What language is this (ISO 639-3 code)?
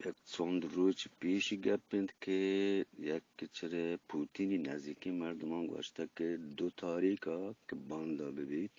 bgp